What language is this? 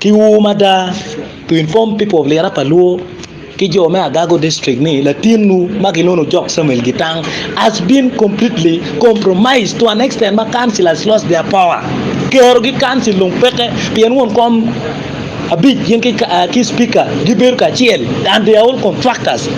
Acoli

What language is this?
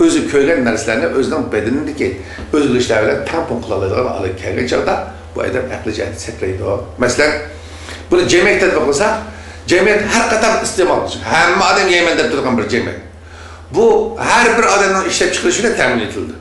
Uyghur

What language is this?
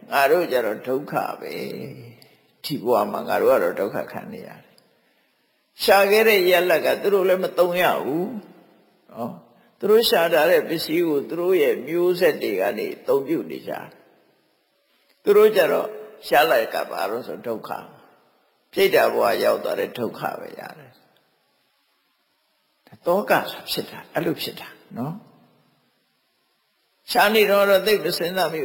Burmese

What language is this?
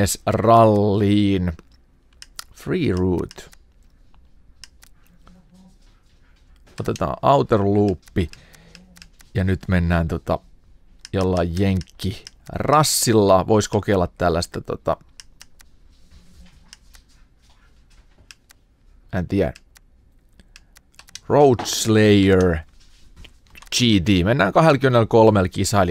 Finnish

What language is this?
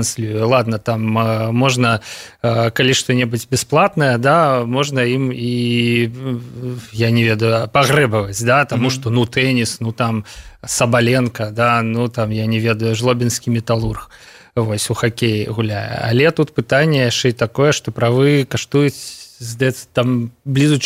Belarusian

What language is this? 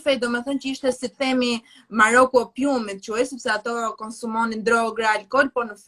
Albanian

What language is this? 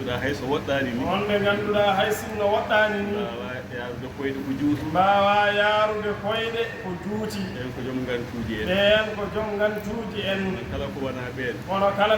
Fula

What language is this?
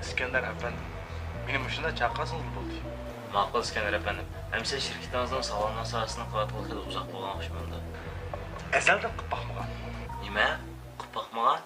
Uyghur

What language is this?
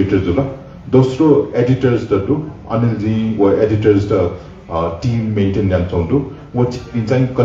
Newari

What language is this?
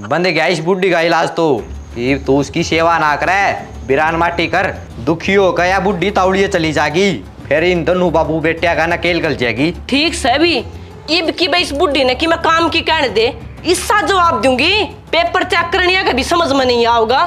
Haryanvi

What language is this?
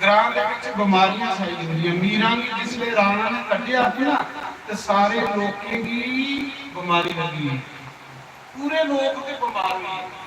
Dogri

